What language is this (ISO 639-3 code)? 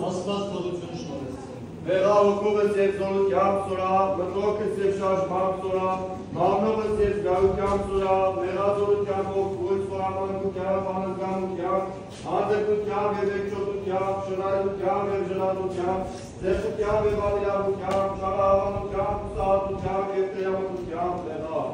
hyw